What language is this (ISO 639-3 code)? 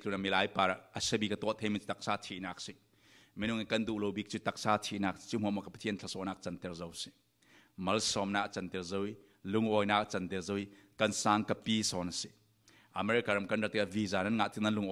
cfm